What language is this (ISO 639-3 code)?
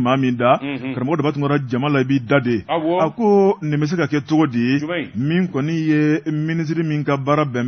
bam